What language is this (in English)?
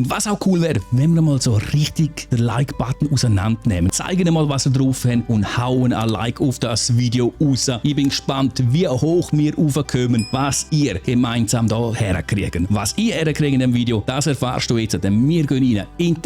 Swiss German